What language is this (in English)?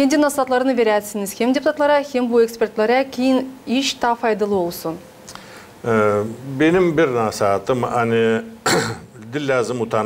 Gagauz